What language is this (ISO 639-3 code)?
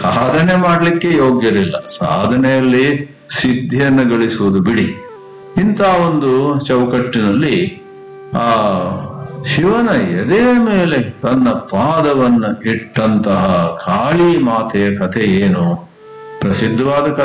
kan